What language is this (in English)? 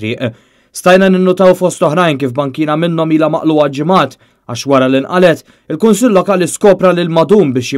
Maltese